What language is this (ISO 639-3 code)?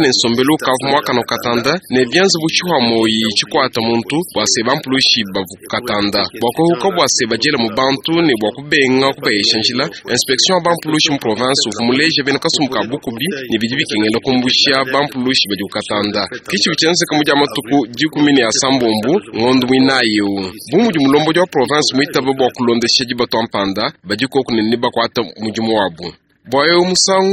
lua